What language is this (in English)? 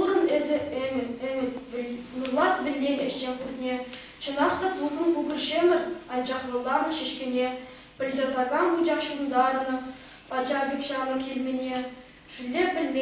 Chuvash